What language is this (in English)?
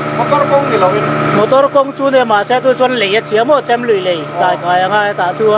Mizo